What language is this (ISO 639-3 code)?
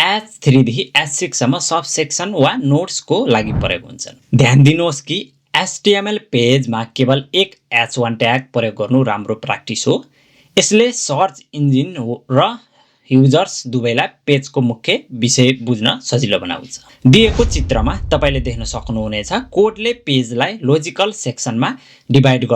nep